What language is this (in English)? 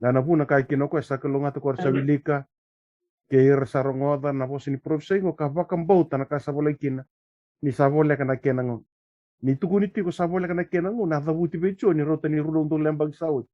Fijian